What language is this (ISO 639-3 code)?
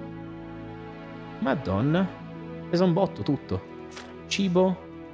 ita